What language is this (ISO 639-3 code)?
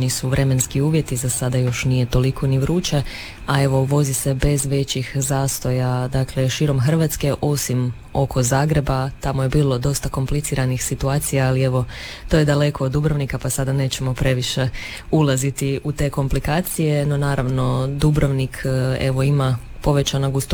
hrv